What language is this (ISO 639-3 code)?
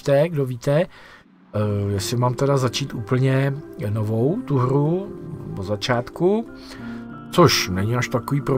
ces